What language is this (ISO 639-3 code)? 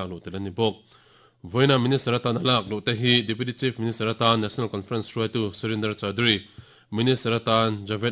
lus